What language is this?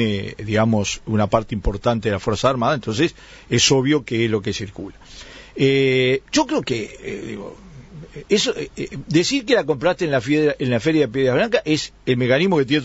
Spanish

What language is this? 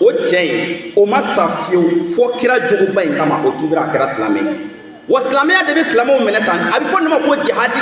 Bambara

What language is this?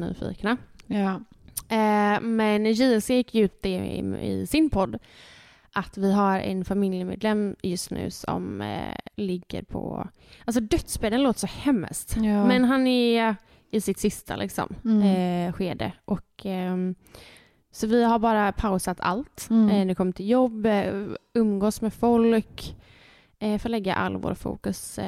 Swedish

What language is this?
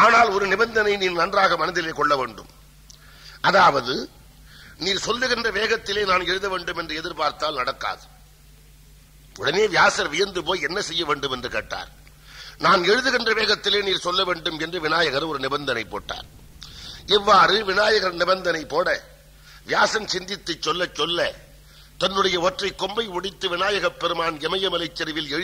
Tamil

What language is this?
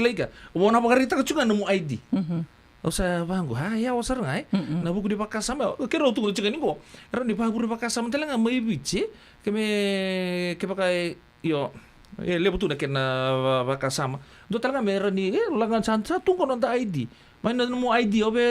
Fijian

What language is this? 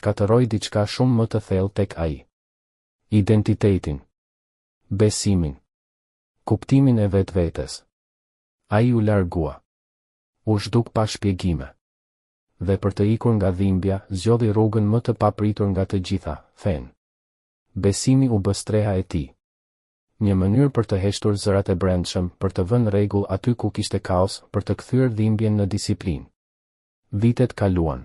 Albanian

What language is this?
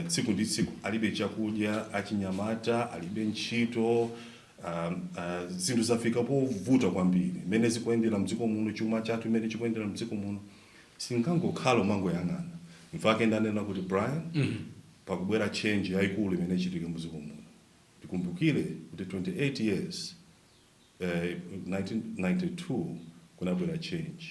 Nyanja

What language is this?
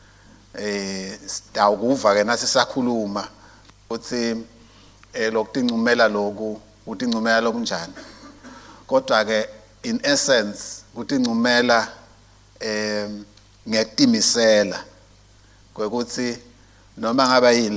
Swati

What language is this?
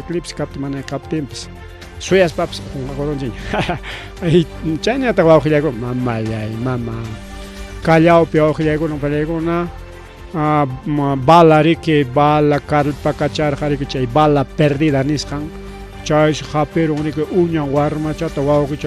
Ayacucho Quechua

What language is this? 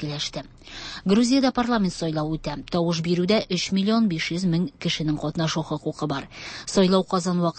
Tatar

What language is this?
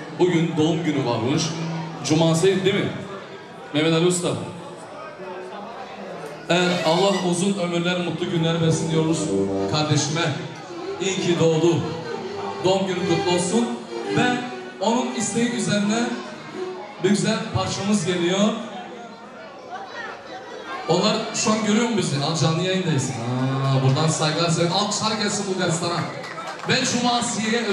Turkish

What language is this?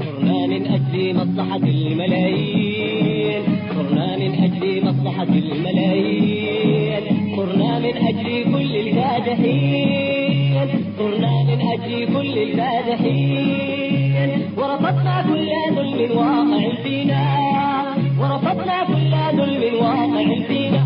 Tigre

